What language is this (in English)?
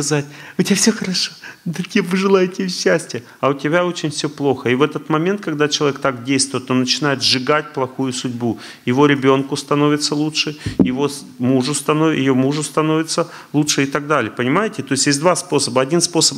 Russian